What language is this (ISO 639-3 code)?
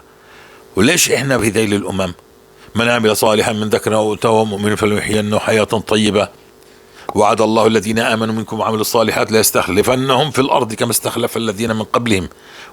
apc